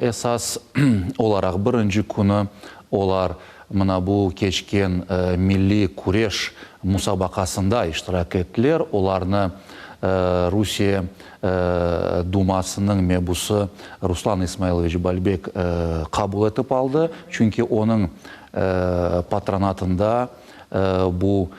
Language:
Crimean Tatar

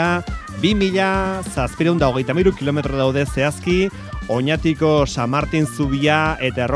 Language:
Basque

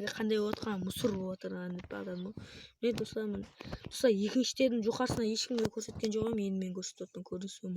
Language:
Kara-Kalpak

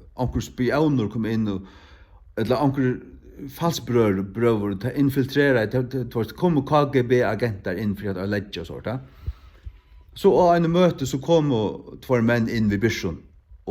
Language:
Faroese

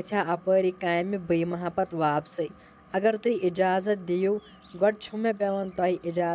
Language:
Kashmiri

